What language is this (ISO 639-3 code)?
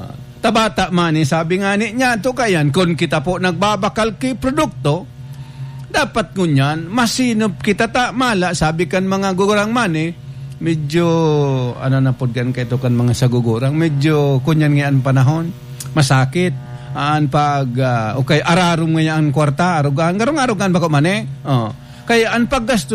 bik